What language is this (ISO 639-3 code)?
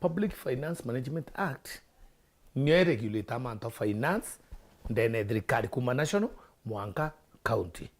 mer